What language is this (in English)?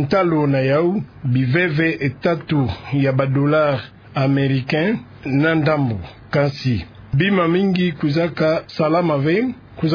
Kituba (Democratic Republic of Congo)